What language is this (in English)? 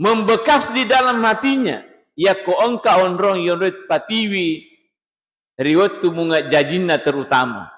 Buginese